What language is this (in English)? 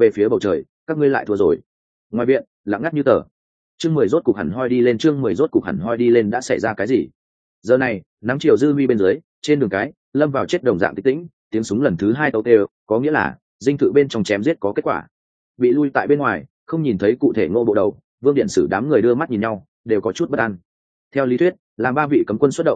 Vietnamese